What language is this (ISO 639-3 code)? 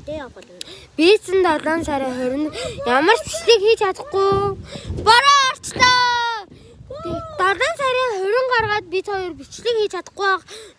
mon